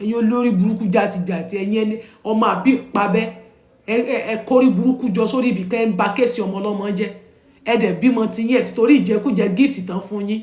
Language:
Yoruba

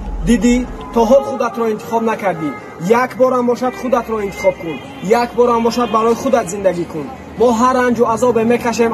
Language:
Tajik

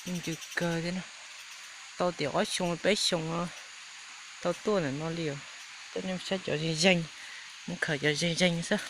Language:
Hmong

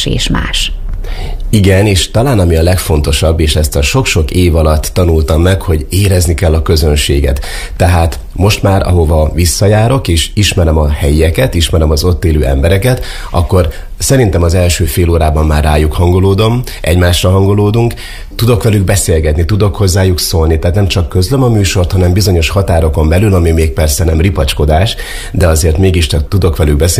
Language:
Hungarian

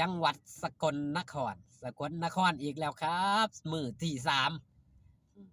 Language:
Northeastern Thai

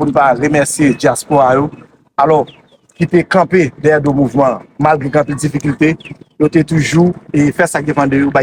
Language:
Haitian Creole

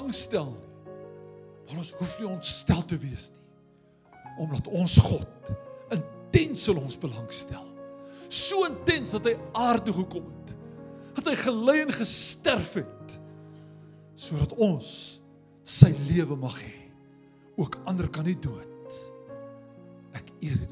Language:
Afrikaans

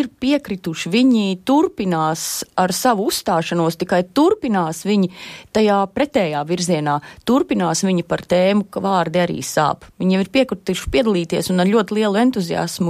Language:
Latvian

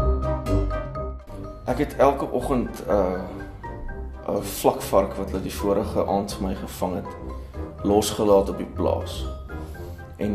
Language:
Afrikaans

